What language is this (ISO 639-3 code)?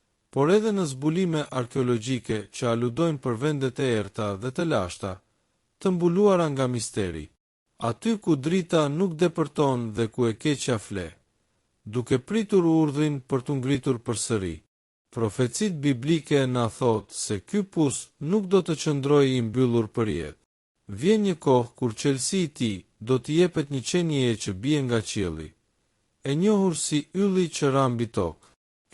sqi